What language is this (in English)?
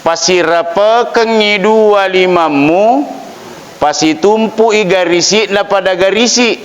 Buginese